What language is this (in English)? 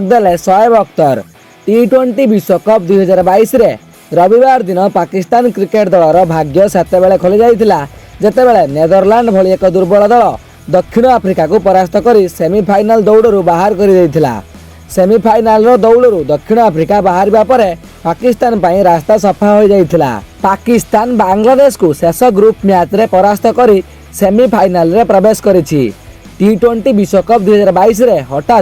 Odia